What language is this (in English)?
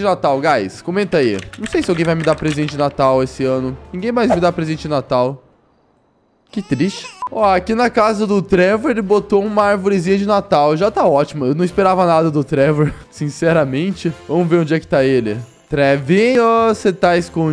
Portuguese